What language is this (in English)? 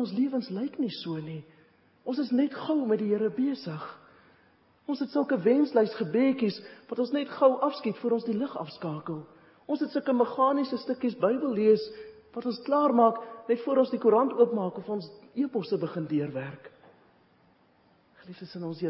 Afrikaans